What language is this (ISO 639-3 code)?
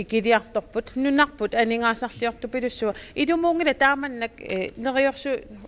kal